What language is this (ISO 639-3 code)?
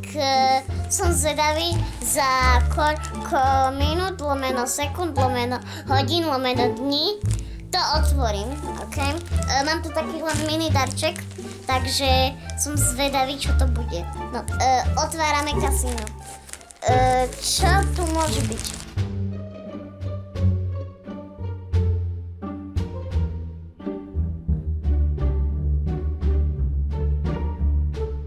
slk